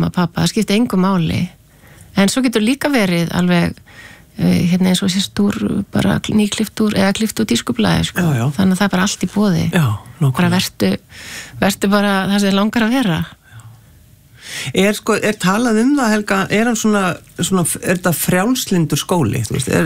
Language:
Icelandic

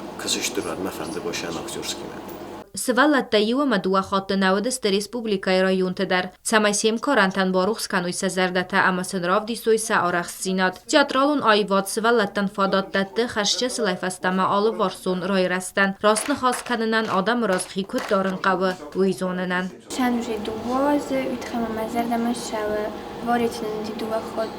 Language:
Ossetic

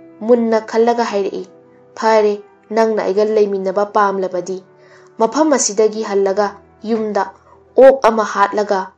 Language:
Manipuri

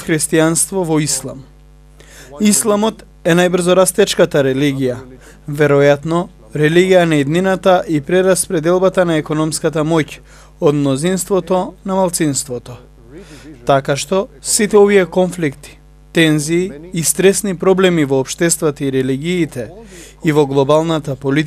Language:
Macedonian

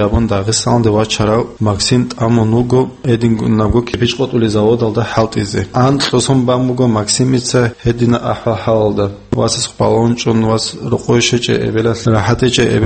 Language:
Avaric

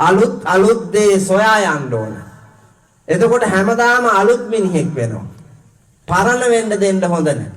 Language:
Sinhala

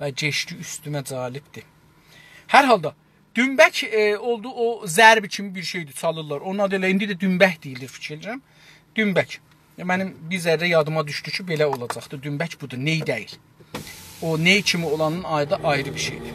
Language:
South Azerbaijani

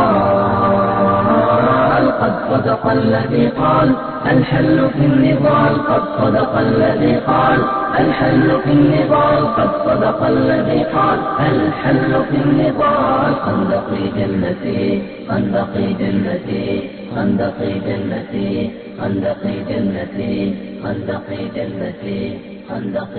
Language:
Bosnian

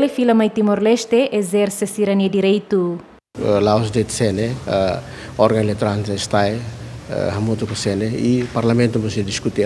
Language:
Tetum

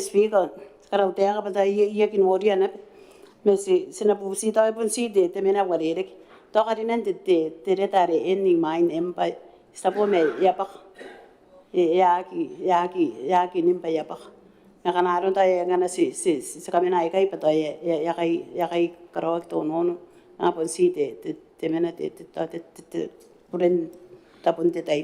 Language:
Gilbertese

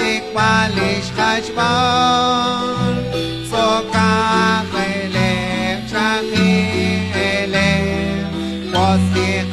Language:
Kekchí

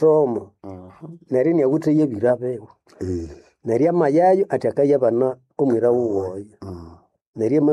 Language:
Nande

